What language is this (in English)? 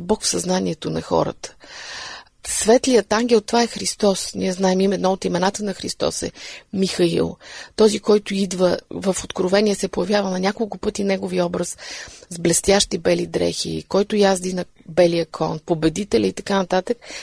Bulgarian